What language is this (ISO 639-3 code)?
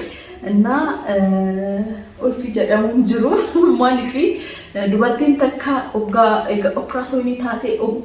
orm